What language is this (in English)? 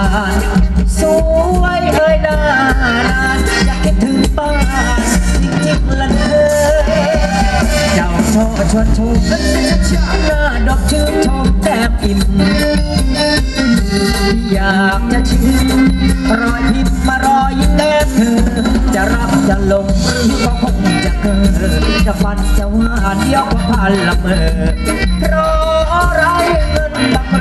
Thai